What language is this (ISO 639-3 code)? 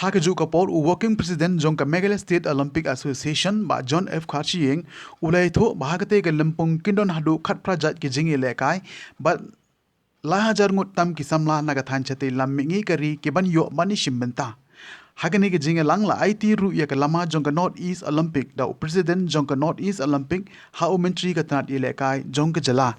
kha